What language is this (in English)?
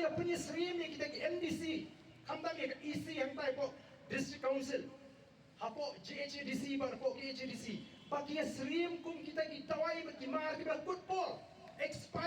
Khasi